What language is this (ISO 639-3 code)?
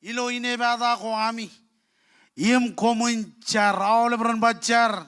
mah